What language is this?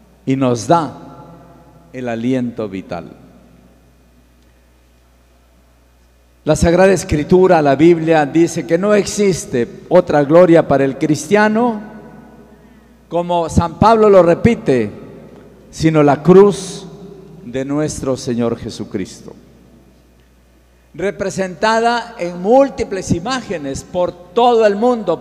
Spanish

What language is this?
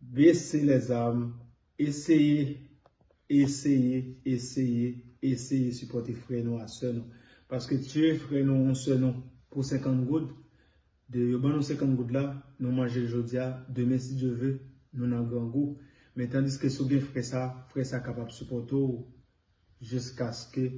Haitian Creole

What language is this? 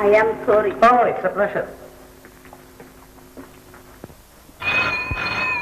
Malayalam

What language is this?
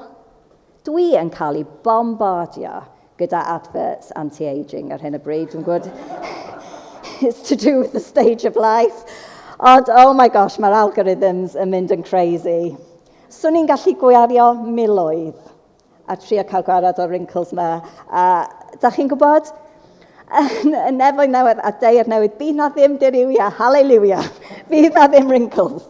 Welsh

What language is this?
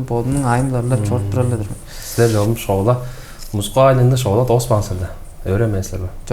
Tuvinian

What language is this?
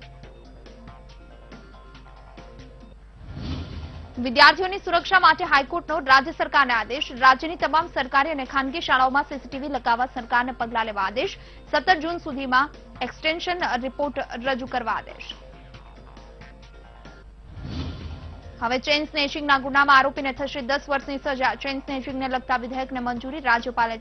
Gujarati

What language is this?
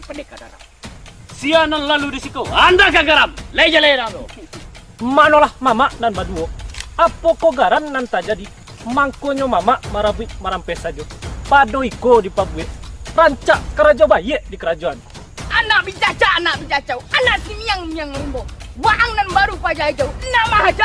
Minangkabau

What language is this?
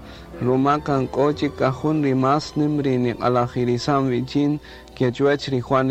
Kaqchikel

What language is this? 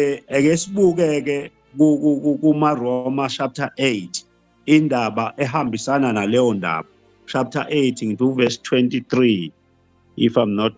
Zulu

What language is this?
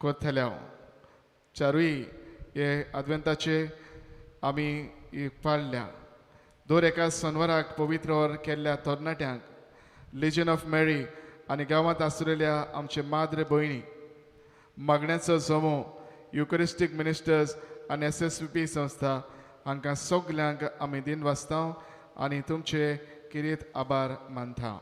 Konkani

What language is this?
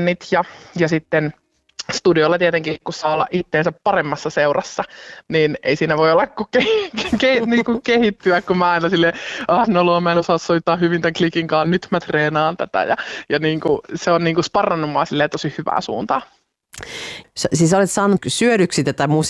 Finnish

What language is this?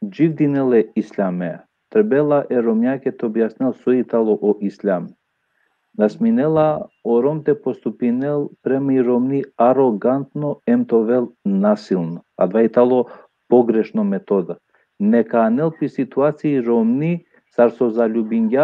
Balkan Romani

